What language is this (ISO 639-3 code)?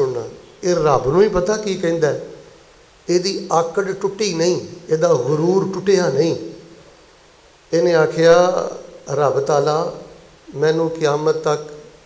lah